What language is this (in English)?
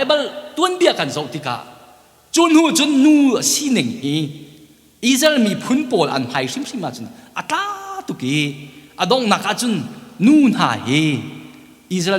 Hakha Chin